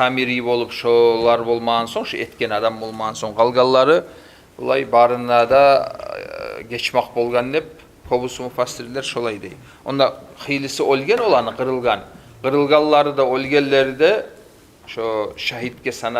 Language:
Kumyk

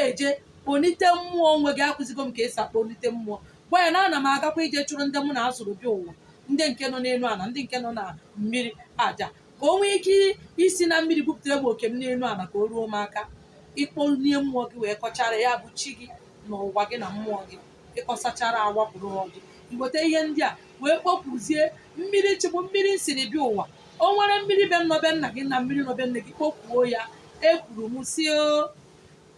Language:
Igbo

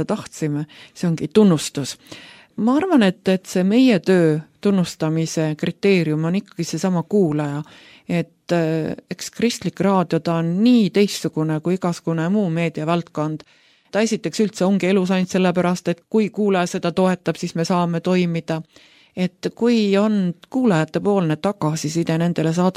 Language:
Estonian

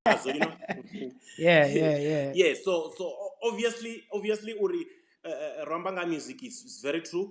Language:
Venda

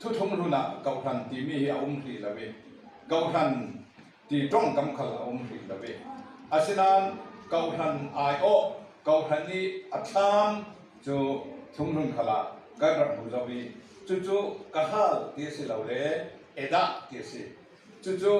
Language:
Falam Chin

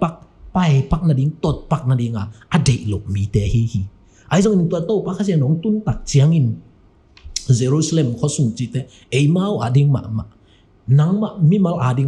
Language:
Tedim Chin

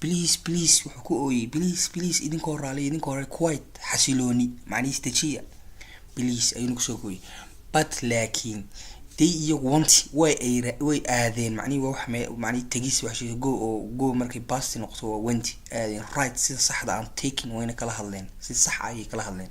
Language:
Somali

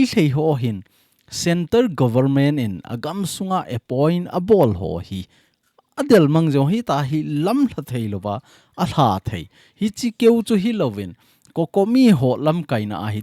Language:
Thado Chin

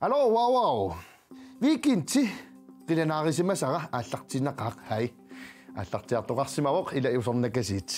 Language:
Kalaallisut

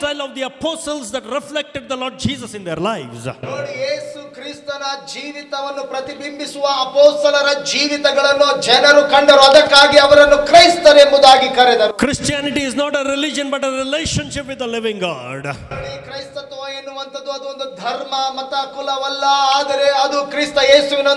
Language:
Kannada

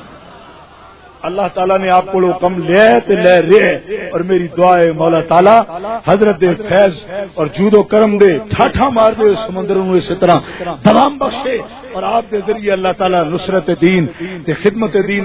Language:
Urdu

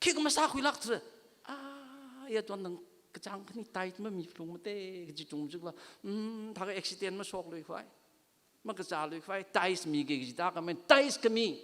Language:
Tangkhul Naga (India)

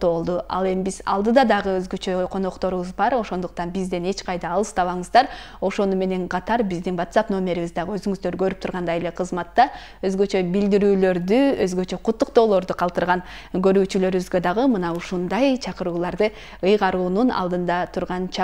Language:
Kyrgyz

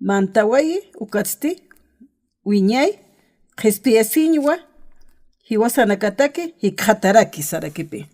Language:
Aymara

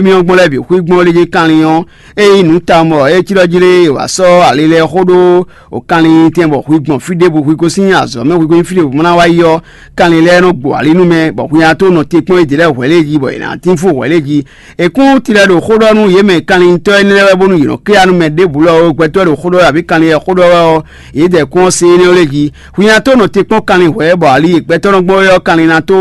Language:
Fon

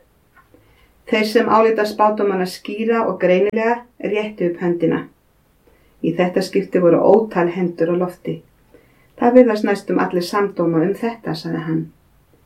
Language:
Icelandic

